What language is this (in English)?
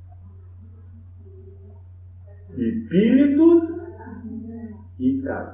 Portuguese